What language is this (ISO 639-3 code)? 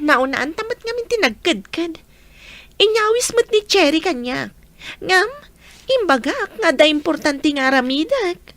ilo